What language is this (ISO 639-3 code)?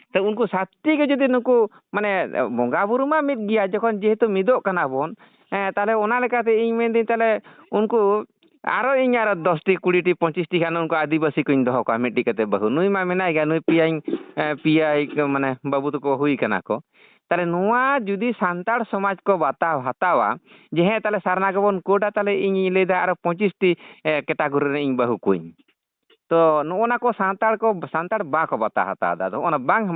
sat